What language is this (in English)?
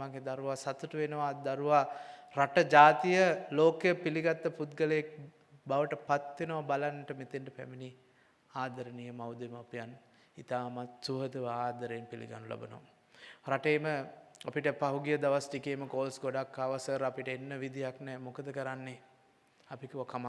Sinhala